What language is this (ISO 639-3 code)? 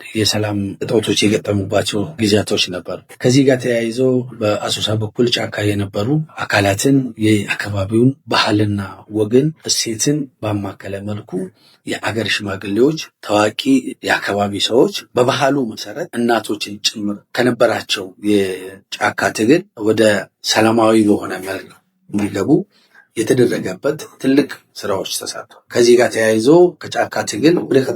amh